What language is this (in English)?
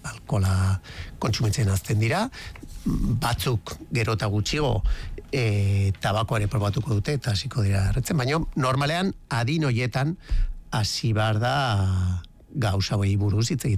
Basque